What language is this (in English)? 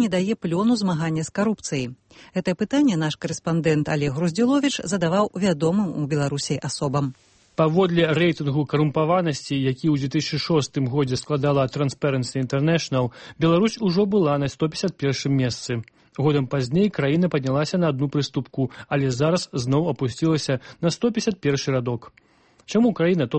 Belarusian